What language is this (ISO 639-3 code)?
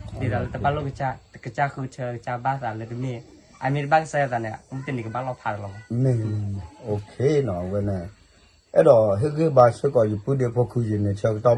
ksw